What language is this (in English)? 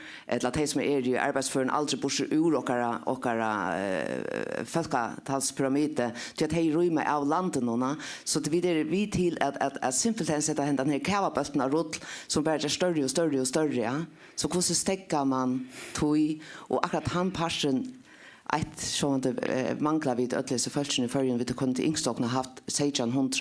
Faroese